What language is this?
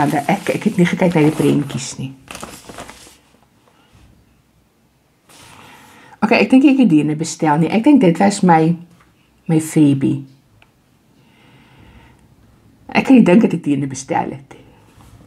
Afrikaans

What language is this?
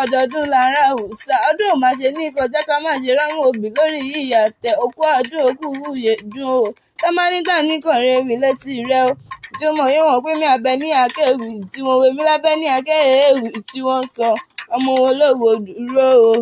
Yoruba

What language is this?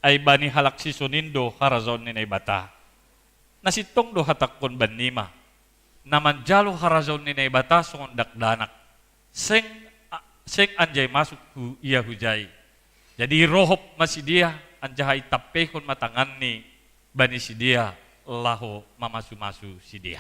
Batak Simalungun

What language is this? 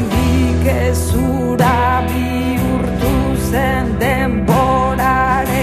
Basque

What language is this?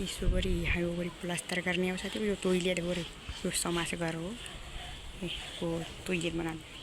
Nepali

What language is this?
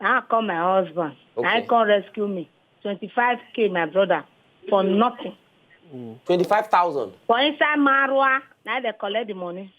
Nigerian Pidgin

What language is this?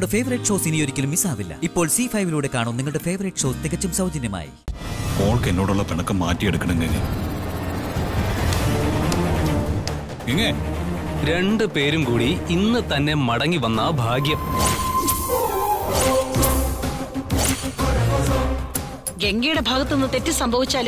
Malayalam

